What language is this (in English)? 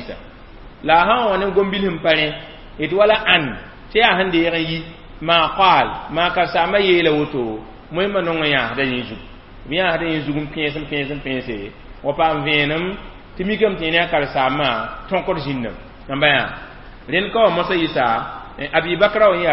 Mossi